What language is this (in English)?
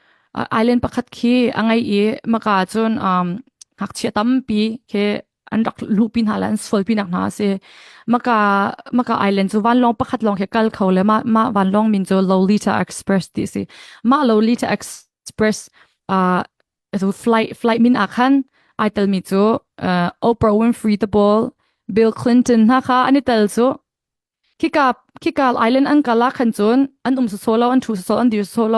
Hakha Chin